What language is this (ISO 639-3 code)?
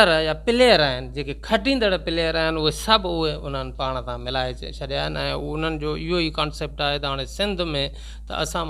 snd